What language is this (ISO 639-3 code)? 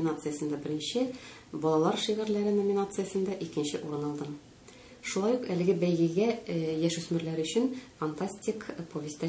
tat